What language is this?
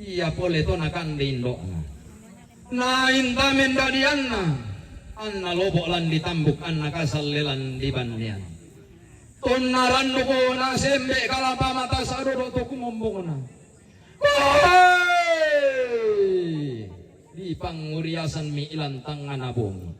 Toraja-Sa'dan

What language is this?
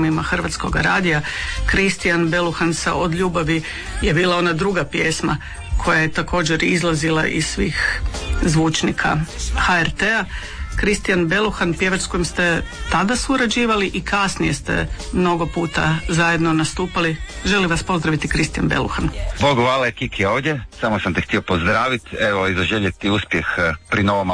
Croatian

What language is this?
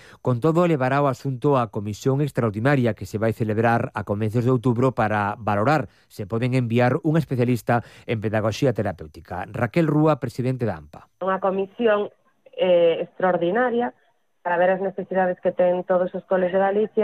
Galician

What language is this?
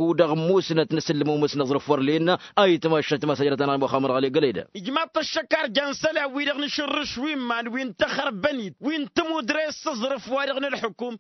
Tamasheq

